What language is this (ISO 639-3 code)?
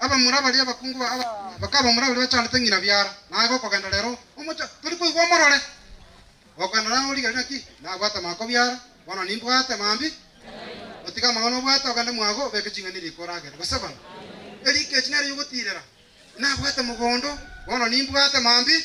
guz